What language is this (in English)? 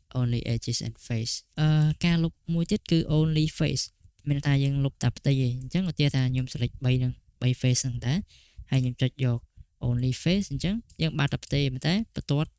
Khmer